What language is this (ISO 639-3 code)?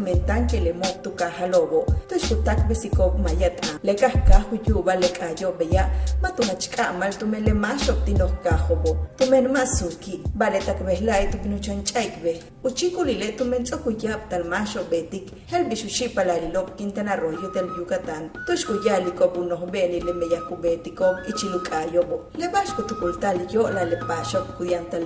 yua